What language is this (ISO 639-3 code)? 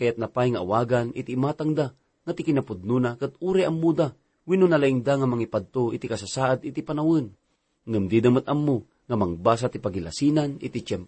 ilo